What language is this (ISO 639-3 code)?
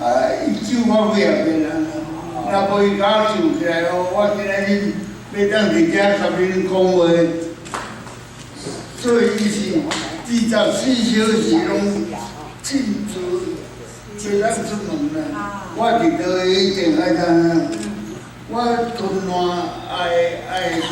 nan